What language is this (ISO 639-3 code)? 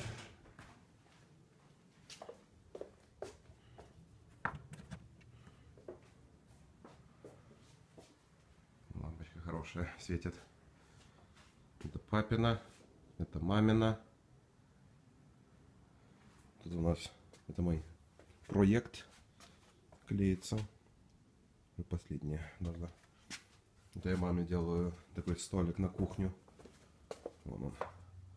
rus